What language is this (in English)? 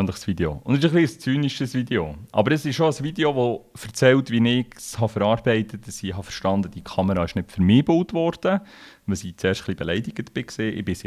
Swiss German